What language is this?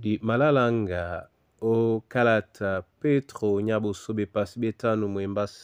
Duala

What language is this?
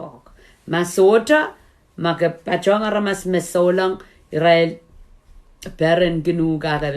Pohnpeian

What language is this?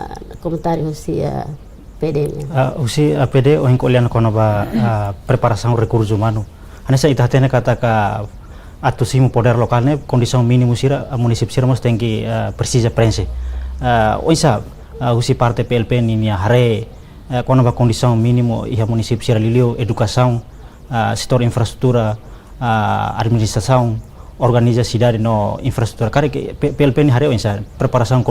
Tetum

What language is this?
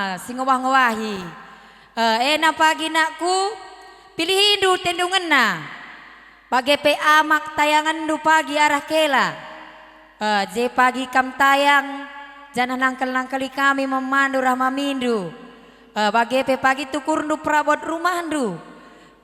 Batak Karo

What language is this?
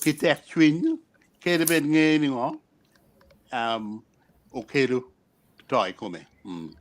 Acoli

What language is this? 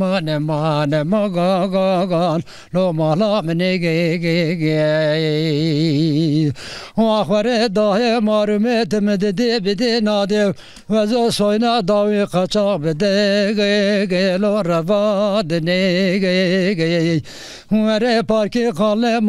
Zaza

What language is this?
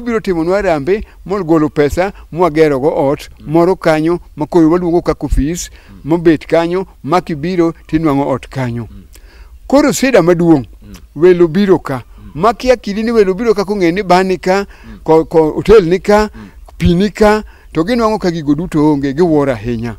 Luo (Kenya and Tanzania)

